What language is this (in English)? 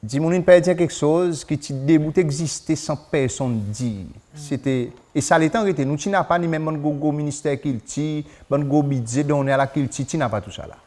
Seselwa Creole French